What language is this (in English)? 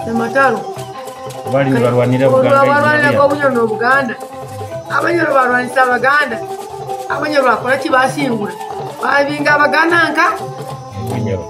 Nyoro